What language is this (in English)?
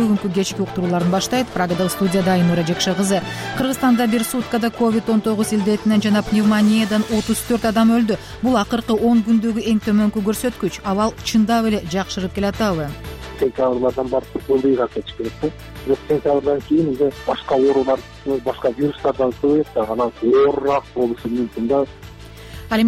Kyrgyz